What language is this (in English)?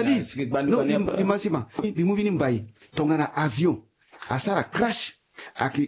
Sango